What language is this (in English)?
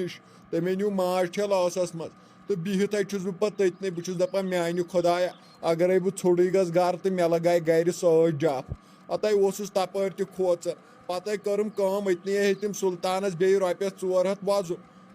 Kashmiri